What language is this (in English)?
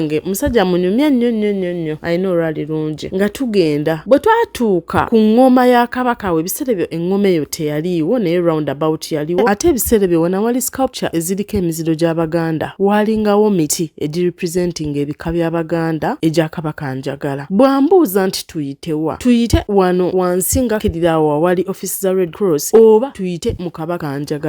Ganda